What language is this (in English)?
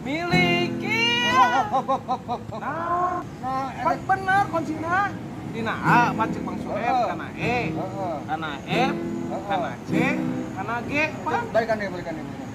Sundanese